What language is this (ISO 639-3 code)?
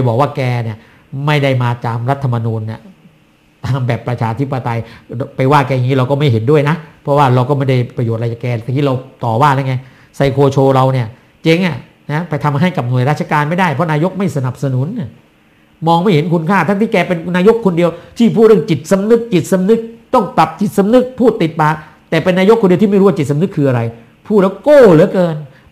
tha